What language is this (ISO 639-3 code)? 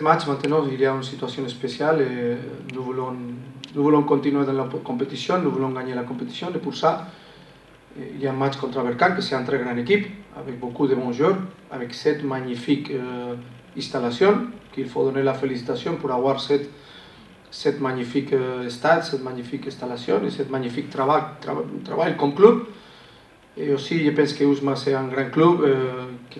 fra